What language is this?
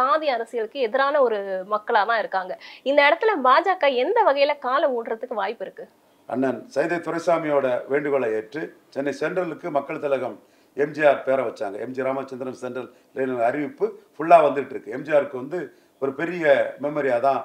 Tamil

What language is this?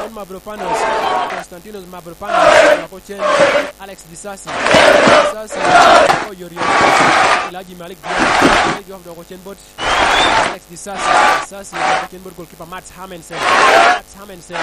Lango (Uganda)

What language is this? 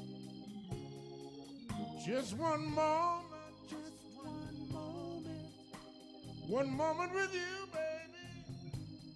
English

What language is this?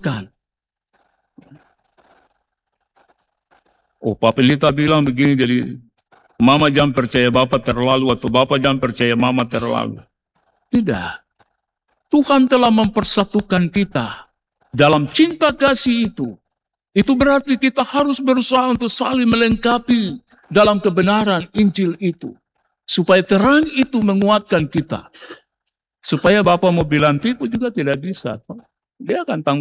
Indonesian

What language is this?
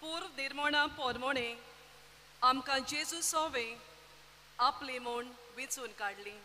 Konkani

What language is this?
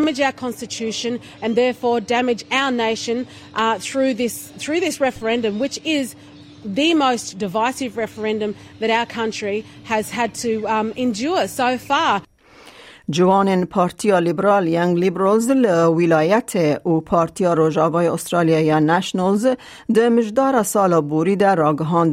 Kurdish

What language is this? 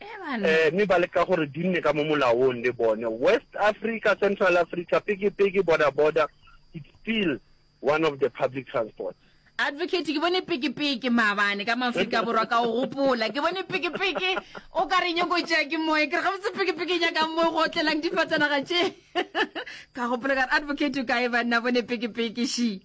Northern Sotho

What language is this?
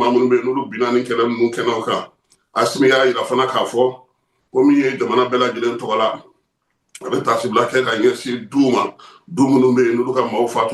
Bambara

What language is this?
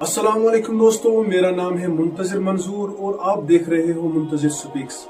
Kashmiri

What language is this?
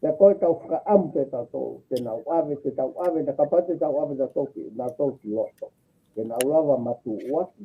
Tongan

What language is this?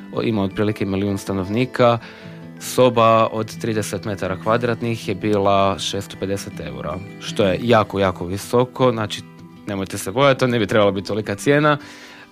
Croatian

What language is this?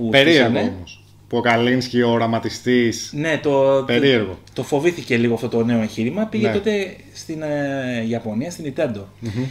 Greek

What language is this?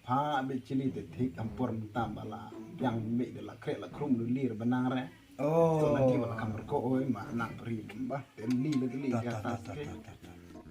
Khasi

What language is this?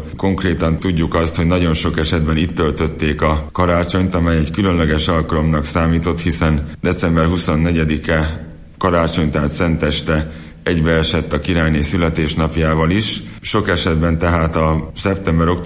Hungarian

